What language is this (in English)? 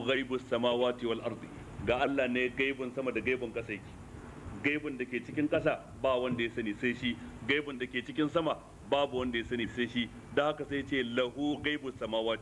Hausa